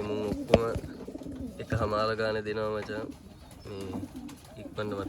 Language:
Sinhala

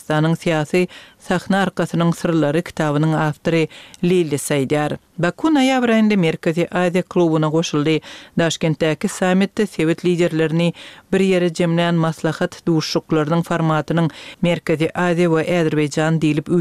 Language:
Turkmen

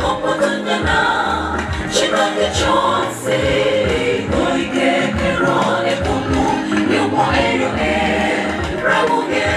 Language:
Gusii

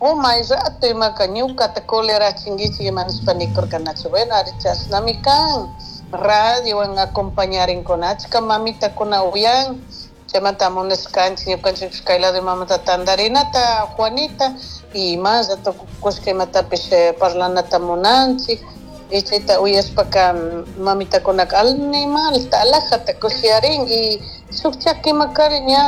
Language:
Chimborazo Highland Quichua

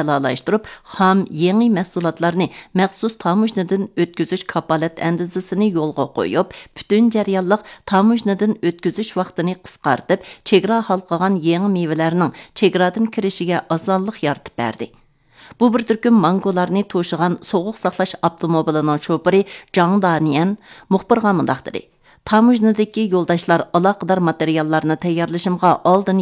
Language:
Uyghur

